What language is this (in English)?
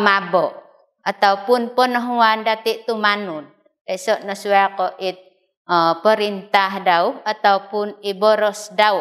Central Dusun